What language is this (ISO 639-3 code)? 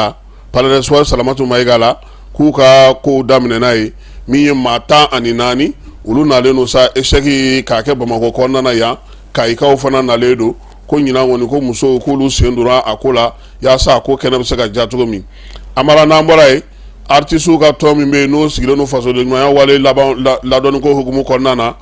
bam